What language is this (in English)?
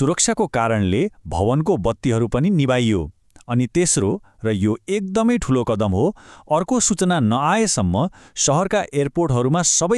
Nepali